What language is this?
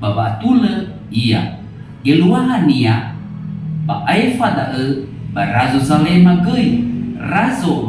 Nias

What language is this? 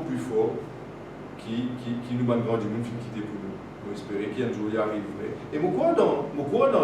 Morisyen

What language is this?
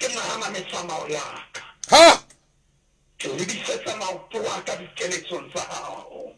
Southern Sotho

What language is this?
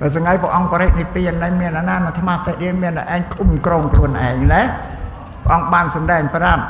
Khmer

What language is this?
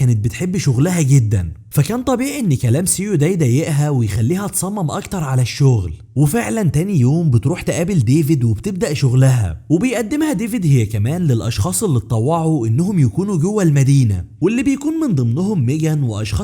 Egyptian Arabic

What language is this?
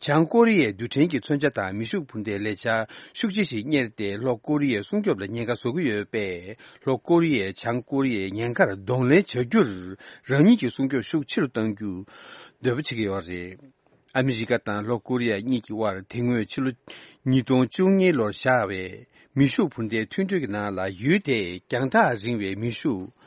Tibetan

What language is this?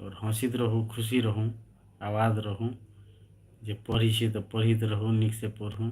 Maithili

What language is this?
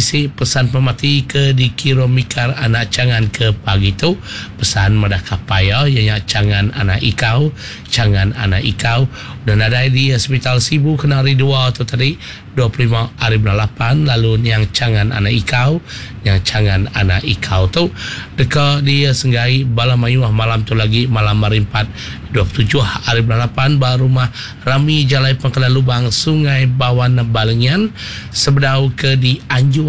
Iban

